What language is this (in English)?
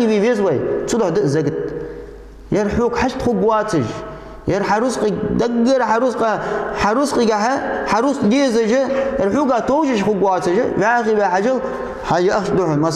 Ingush